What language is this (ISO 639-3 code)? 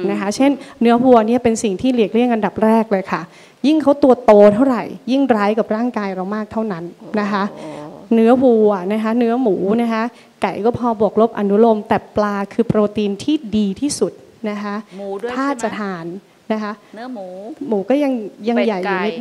tha